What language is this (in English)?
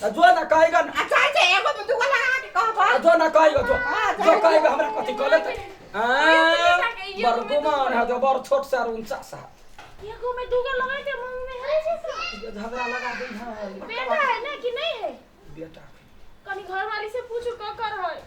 Maithili